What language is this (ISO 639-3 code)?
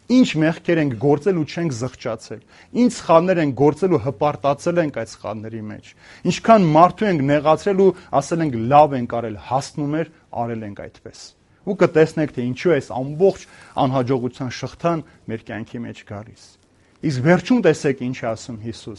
hye